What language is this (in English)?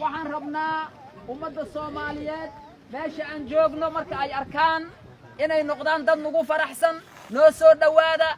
Somali